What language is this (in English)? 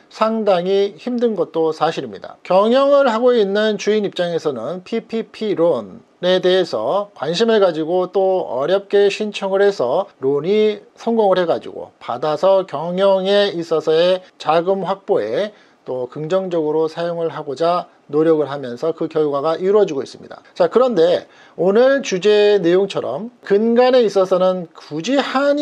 Korean